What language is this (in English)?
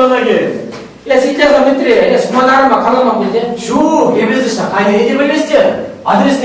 Chuvash